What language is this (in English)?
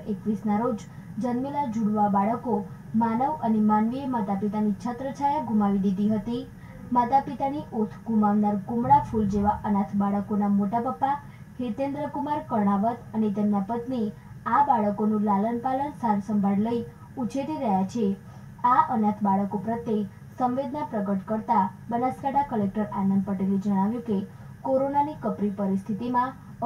Gujarati